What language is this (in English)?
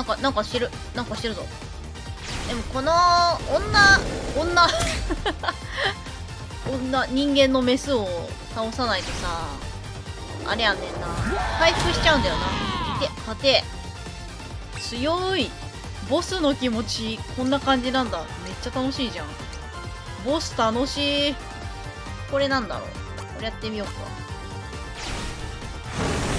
Japanese